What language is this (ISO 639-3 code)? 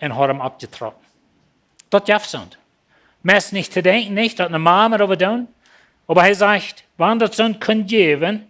pdt